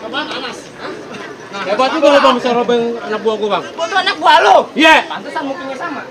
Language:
Betawi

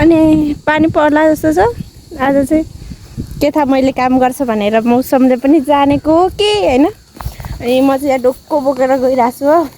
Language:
Nepali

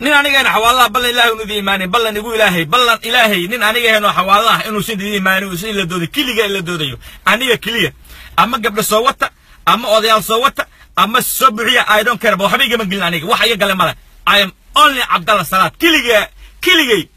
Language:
Somali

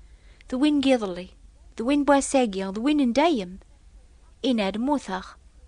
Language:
Kabyle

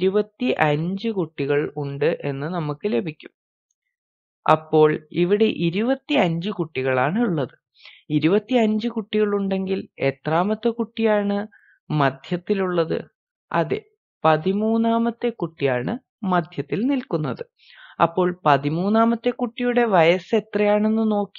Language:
Malayalam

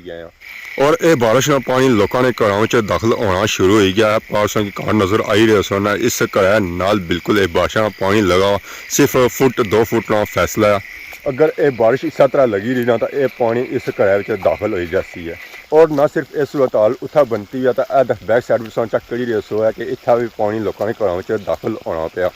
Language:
Pahari-Potwari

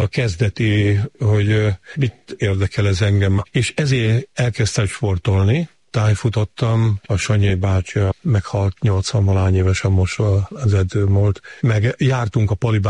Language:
Hungarian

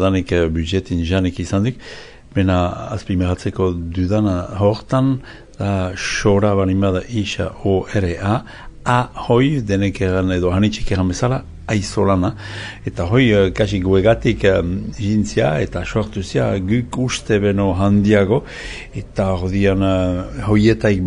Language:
Basque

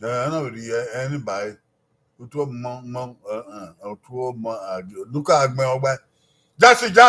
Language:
Bini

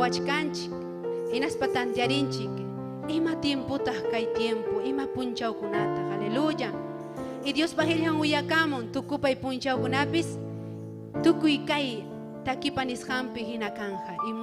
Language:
Ayacucho Quechua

